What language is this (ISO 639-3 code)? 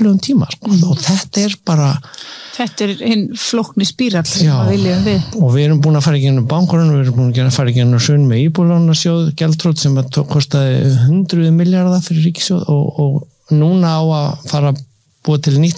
isl